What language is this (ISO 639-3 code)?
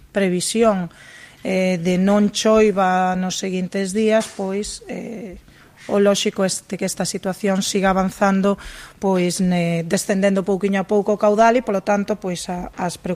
glg